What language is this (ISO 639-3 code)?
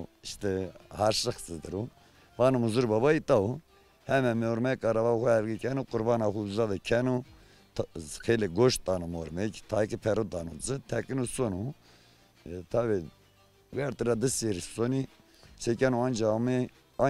zza